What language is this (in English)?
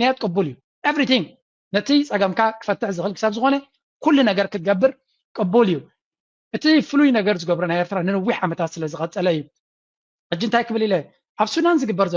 Tigrinya